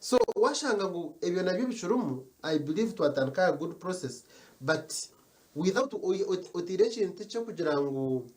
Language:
Nyankole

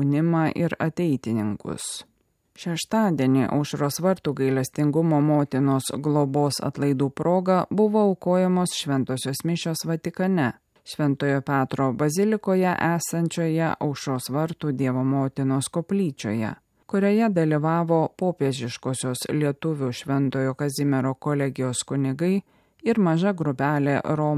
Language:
Lithuanian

